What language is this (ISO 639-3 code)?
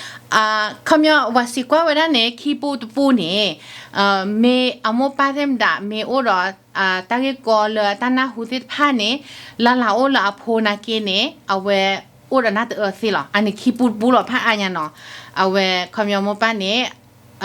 ksw